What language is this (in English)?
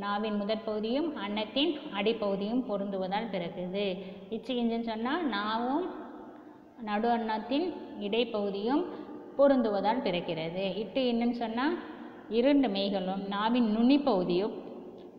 Tamil